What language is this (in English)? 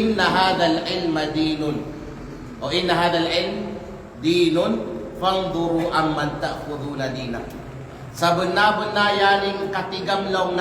Kalagan